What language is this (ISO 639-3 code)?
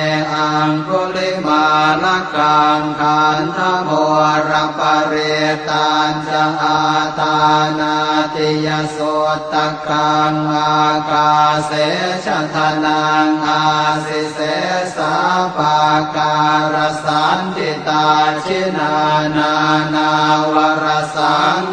pli